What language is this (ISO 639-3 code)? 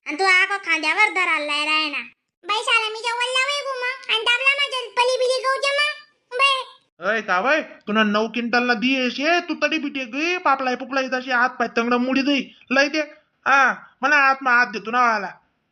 khn